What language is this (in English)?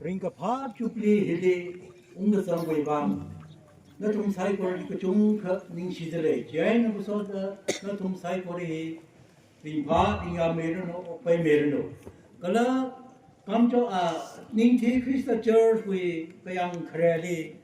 Tangkhul Naga (India)